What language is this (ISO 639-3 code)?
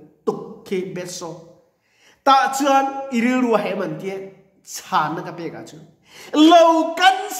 lus